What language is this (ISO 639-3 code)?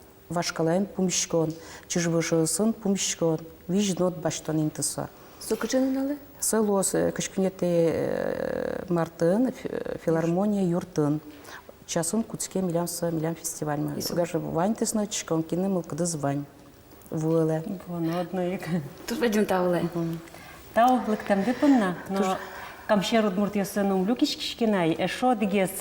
udm